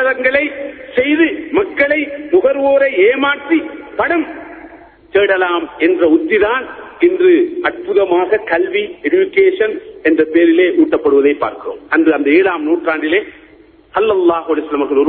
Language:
Tamil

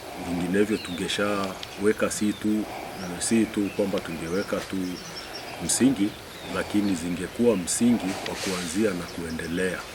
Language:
Swahili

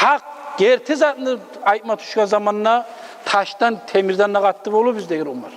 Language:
Kumyk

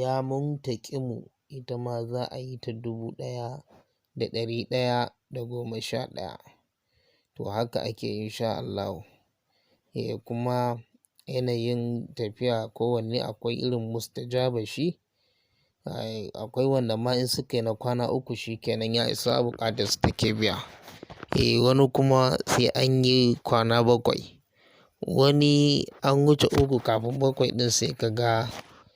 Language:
Hausa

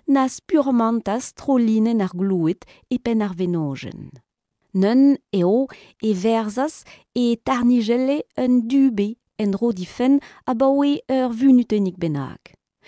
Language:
Breton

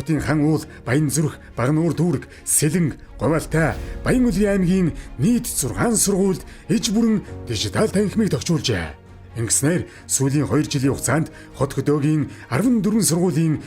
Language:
Mongolian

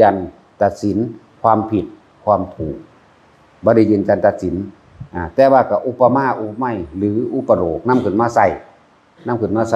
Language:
Northeastern Thai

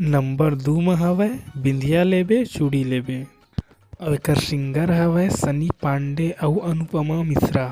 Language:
Chhattisgarhi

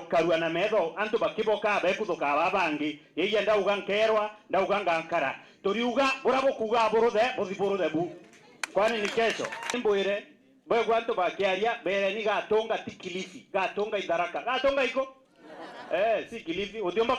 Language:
Meru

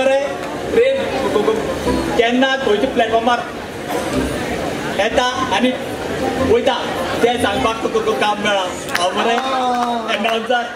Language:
Konkani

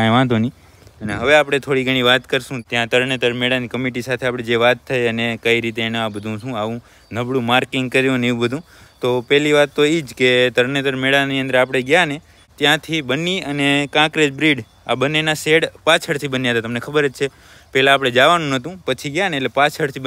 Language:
Gujarati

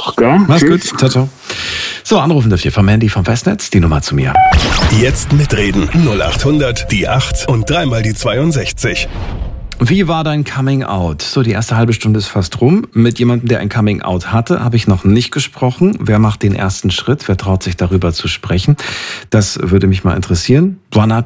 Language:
German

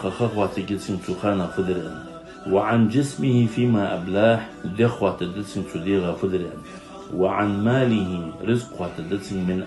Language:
Ingush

